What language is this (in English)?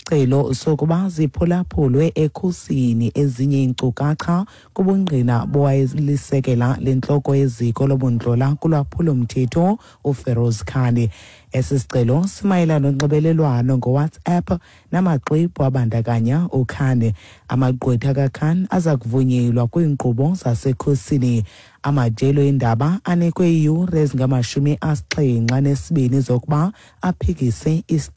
Xhosa